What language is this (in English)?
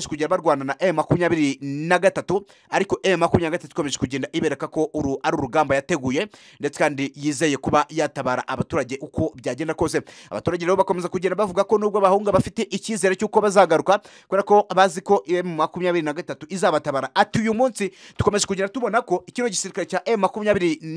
Kinyarwanda